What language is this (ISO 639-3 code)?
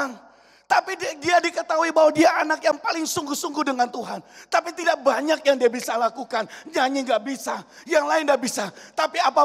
ind